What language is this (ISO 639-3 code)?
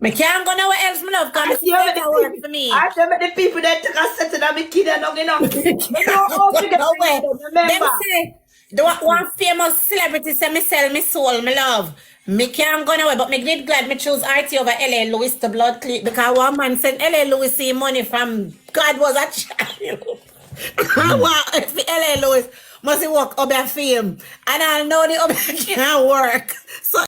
jam